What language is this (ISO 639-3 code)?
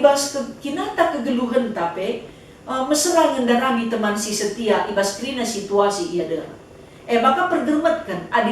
btx